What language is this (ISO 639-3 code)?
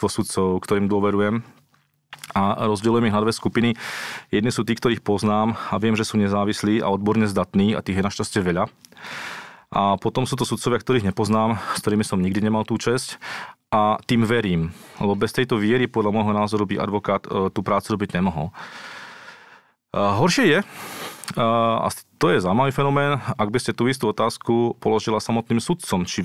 slk